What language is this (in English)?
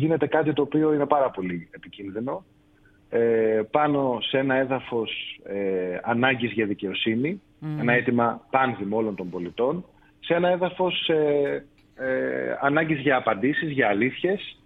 Greek